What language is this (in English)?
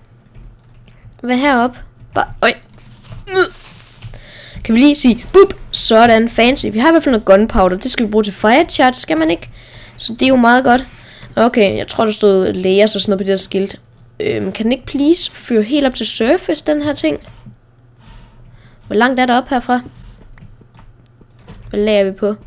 Danish